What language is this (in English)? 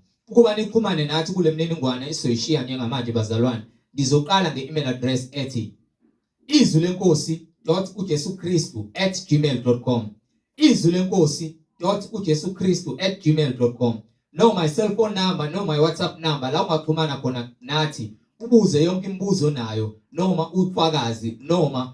Zulu